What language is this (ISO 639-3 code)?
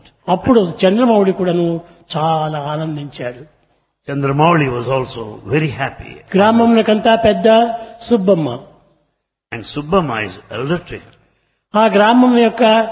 tel